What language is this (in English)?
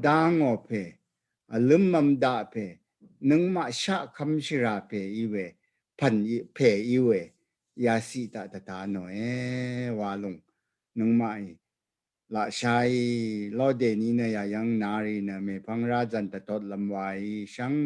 Rawang